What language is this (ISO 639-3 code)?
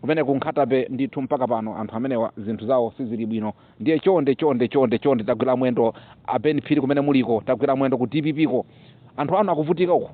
nya